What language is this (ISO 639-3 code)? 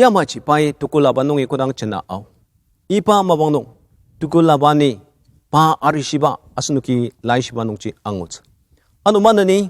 njo